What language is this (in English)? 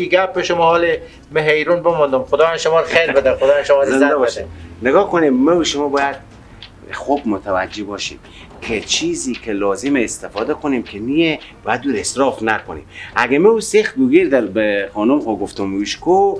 Persian